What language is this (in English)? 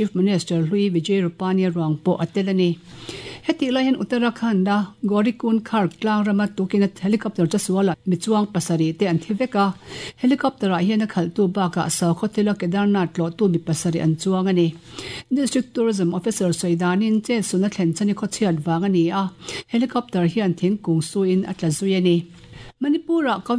Mizo